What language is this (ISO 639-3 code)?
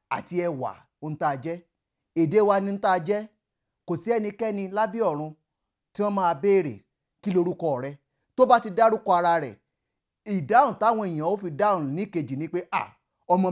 yor